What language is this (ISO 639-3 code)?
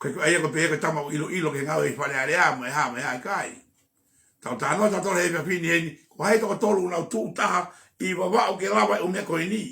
ton